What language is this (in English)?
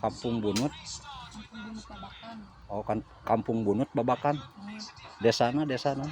Sundanese